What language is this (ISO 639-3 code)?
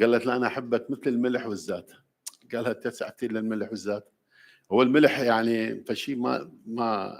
acm